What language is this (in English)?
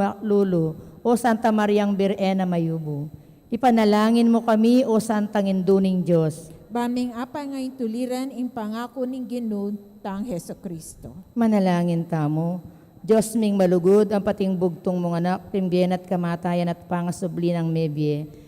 Pampanga